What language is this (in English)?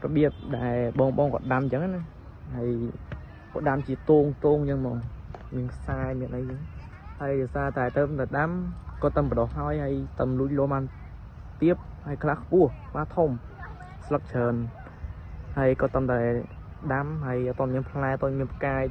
Khmer